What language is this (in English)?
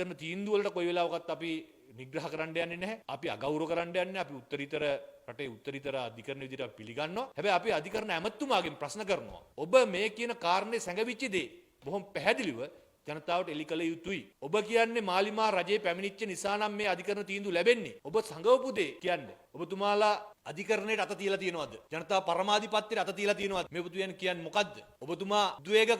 Sinhala